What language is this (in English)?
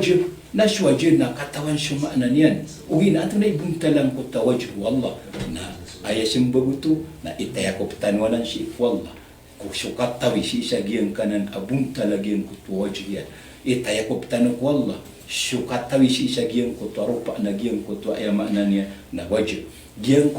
Maranao